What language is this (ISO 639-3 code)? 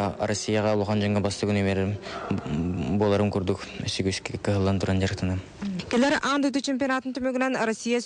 sah